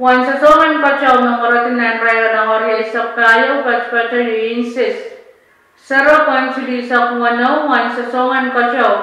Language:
Pohnpeian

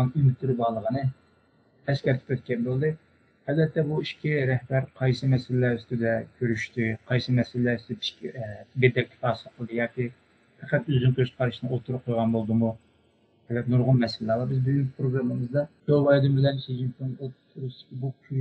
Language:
Uyghur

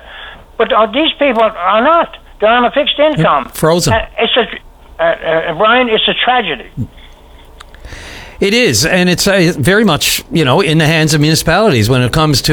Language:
English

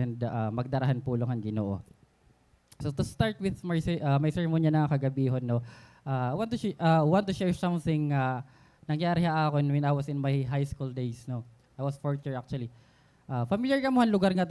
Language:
Waray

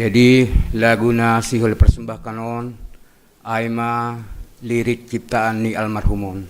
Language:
Batak Simalungun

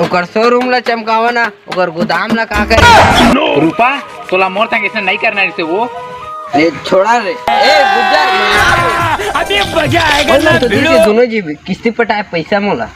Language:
Chhattisgarhi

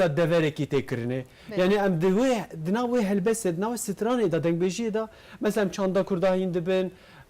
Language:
Kurdish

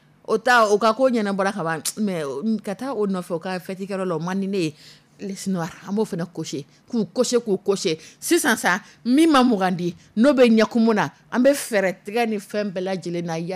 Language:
Dyula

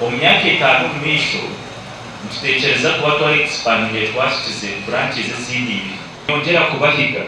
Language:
Nyankole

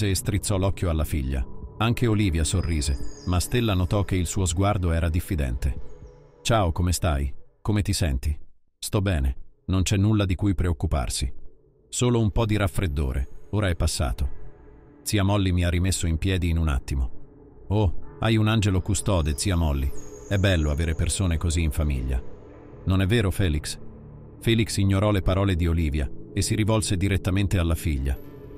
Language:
Italian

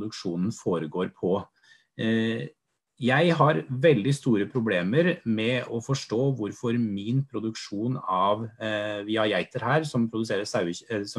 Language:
Norwegian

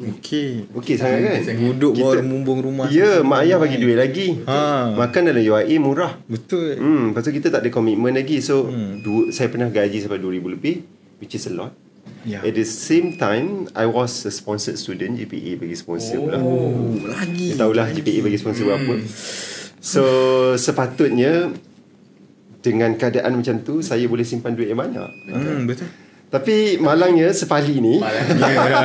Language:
Malay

